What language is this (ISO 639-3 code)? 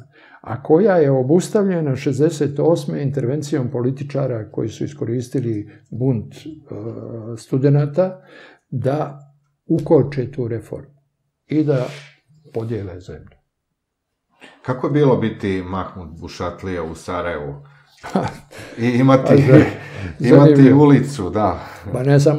srp